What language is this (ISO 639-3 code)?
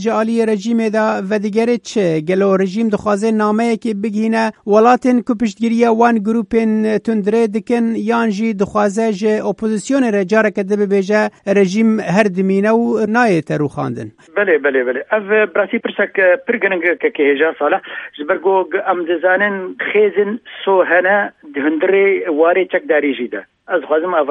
kur